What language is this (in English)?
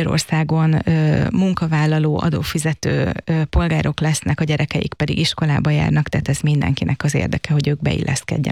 Hungarian